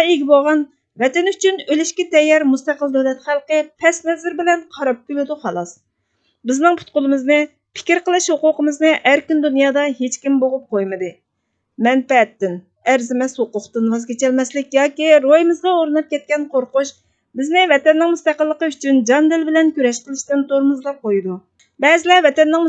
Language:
Uyghur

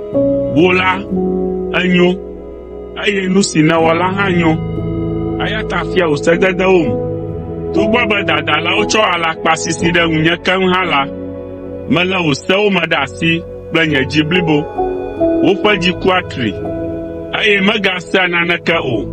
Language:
Ewe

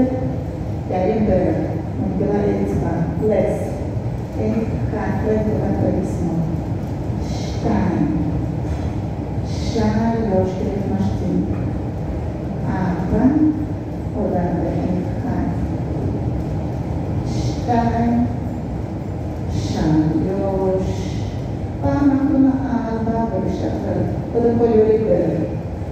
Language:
Hebrew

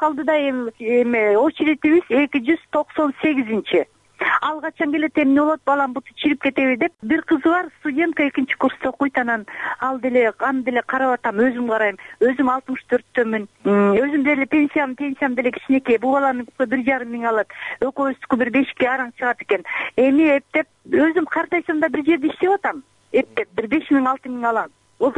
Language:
Kyrgyz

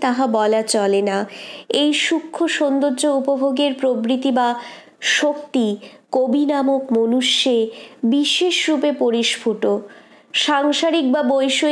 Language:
Bangla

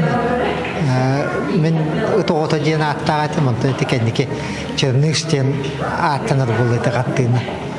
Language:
Yakut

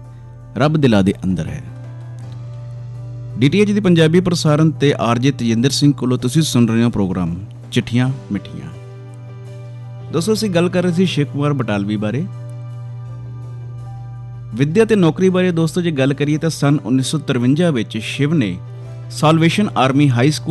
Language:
Punjabi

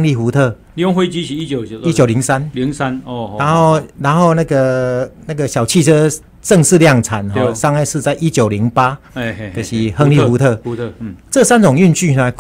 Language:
Chinese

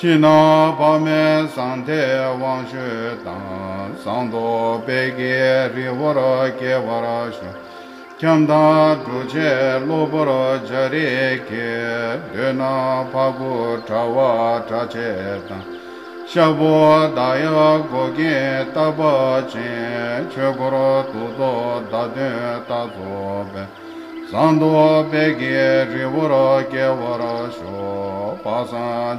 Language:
Tibetan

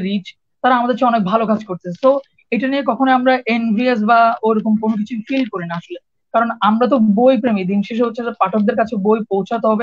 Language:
Bangla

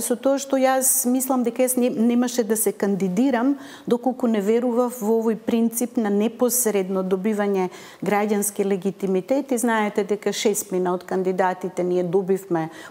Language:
Macedonian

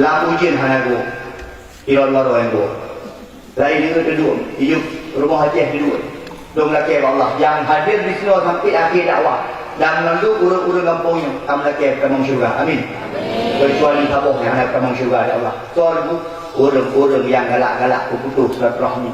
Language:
Achinese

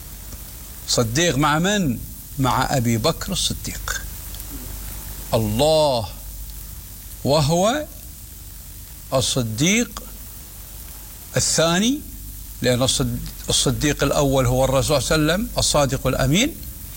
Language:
Arabic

